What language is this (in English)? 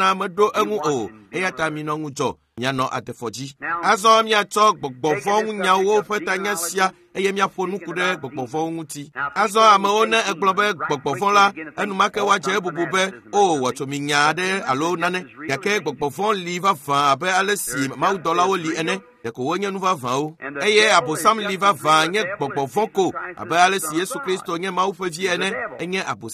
Ewe